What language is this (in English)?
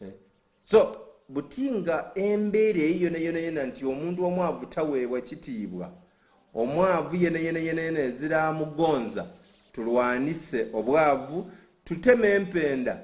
Soga